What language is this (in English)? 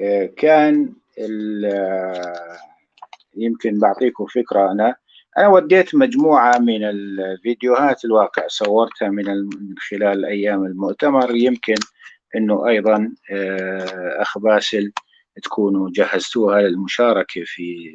North Levantine Arabic